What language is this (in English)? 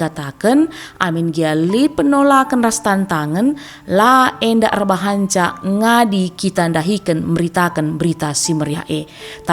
Batak Karo